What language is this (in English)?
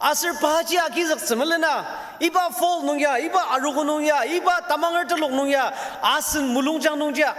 Ao Naga